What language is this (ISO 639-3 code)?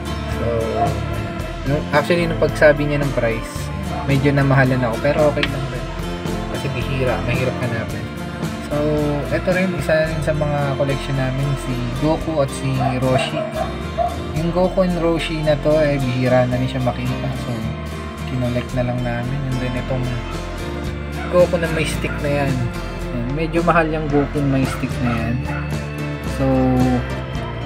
fil